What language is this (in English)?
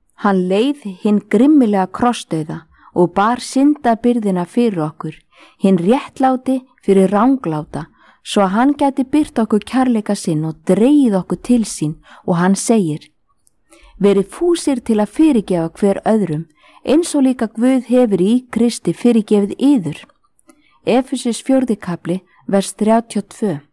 Icelandic